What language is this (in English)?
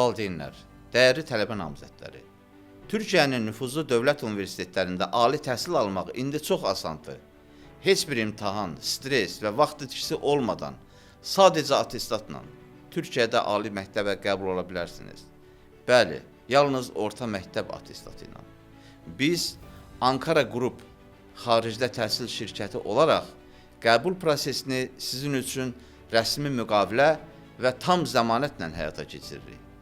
Azerbaijani